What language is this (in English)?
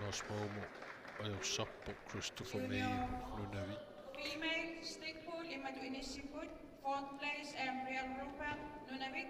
Kalaallisut